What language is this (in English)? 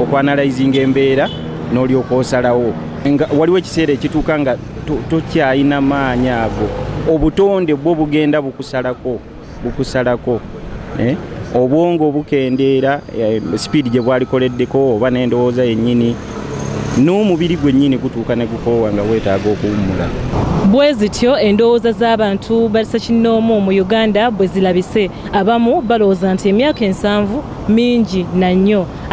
Ganda